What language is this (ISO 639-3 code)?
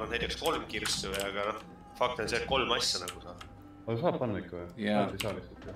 est